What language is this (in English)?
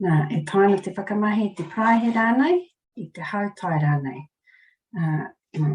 Māori